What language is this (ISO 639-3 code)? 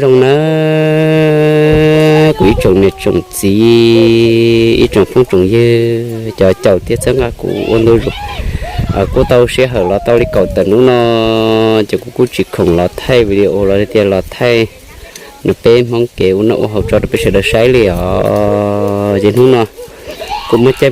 hmn